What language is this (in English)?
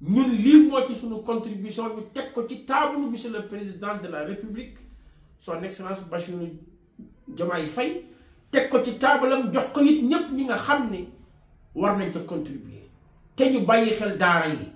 Wolof